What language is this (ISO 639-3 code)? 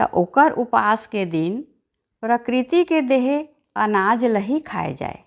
hne